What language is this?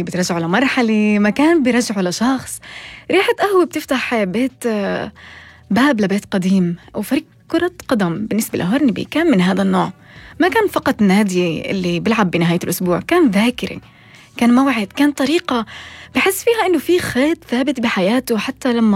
North Levantine Arabic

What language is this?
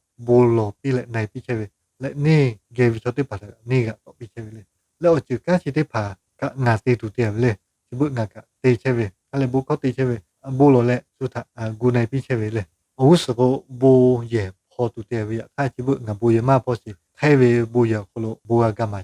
Lahu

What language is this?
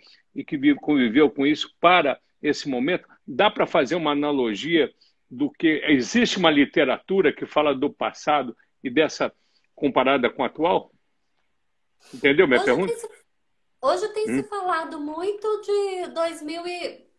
Portuguese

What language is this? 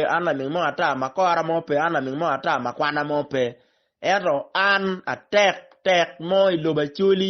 Acoli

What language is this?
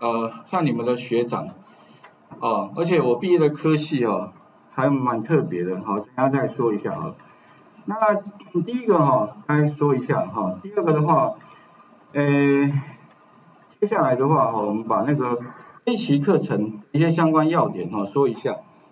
Chinese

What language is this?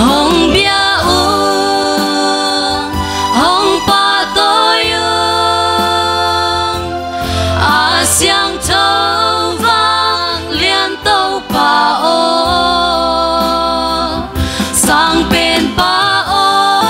Tedim Chin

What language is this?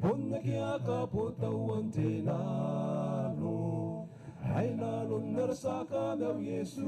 Gilbertese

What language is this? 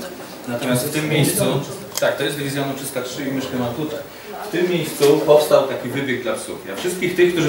Polish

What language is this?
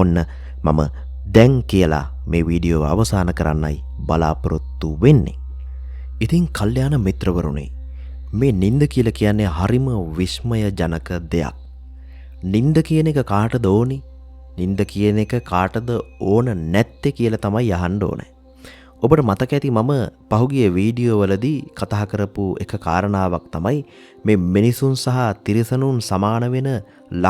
Sinhala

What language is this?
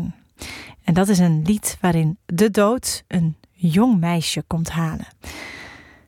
Dutch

